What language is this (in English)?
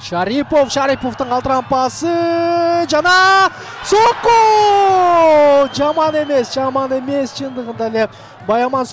Kyrgyz